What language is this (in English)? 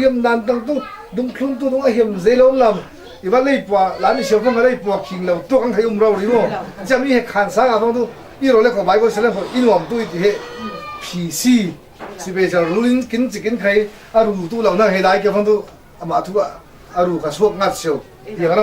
Falam Chin